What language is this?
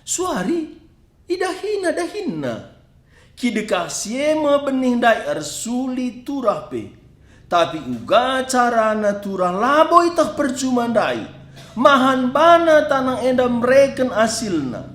Batak Karo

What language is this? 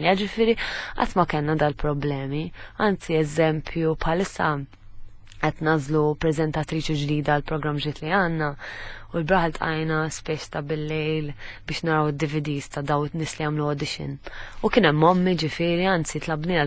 Maltese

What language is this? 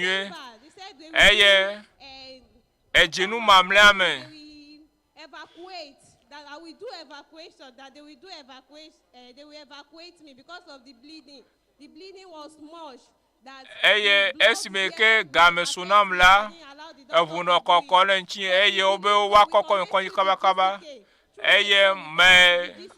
Ewe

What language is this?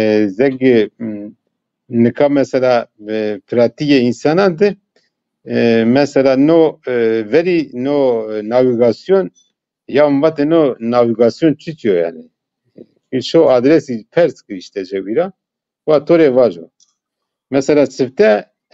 Zaza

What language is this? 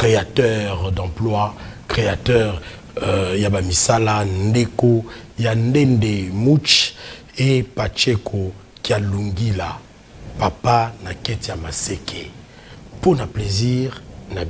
French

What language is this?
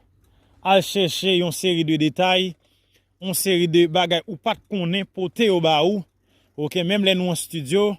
Haitian Creole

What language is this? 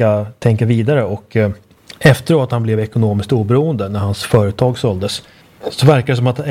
Swedish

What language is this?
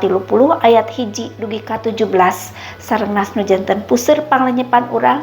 Sundanese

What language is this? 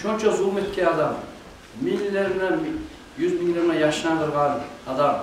Kumyk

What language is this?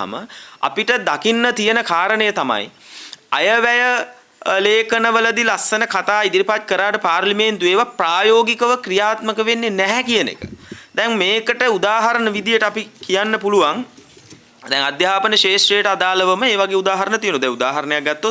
Sinhala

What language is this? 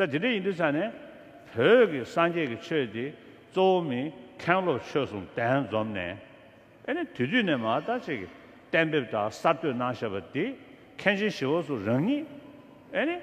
Tibetan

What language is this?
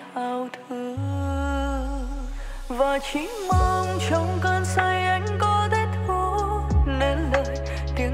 Vietnamese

